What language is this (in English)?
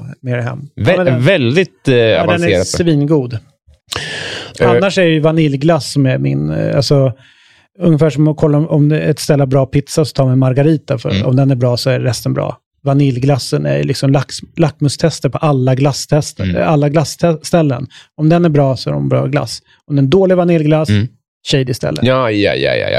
Swedish